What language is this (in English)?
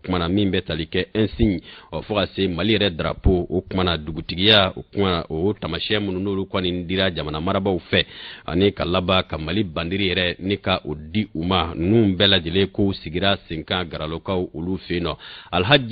Bambara